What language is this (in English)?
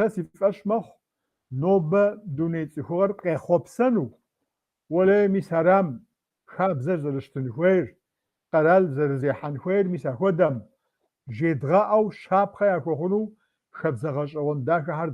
Kabardian